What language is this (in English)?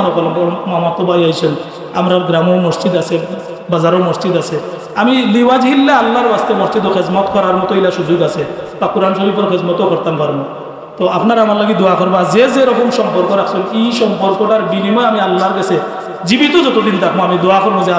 Sylheti